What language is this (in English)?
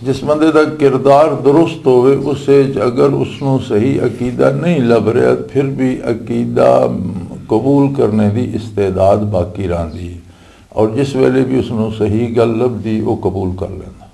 Western Panjabi